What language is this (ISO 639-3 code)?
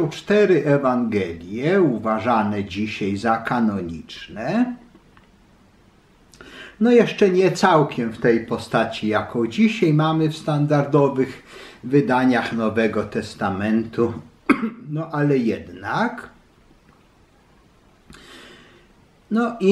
pol